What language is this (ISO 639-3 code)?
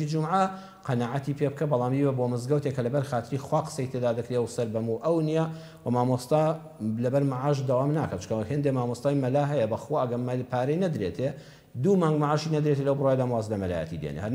ckb